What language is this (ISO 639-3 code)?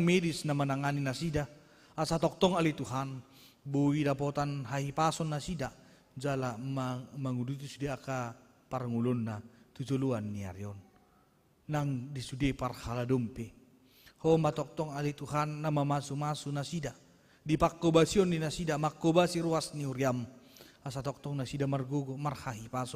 bbc